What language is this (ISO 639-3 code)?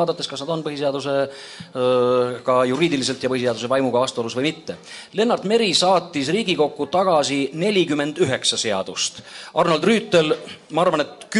est